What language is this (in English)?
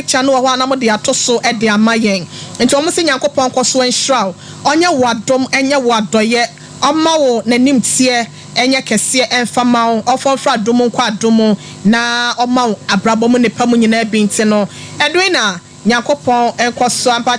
Akan